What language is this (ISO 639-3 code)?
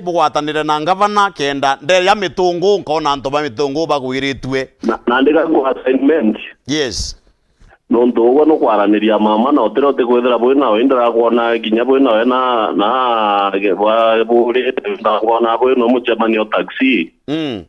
mer